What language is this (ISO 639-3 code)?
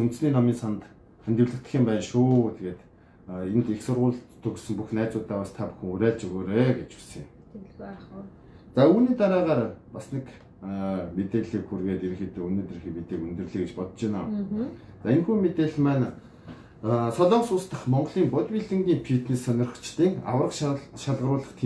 mon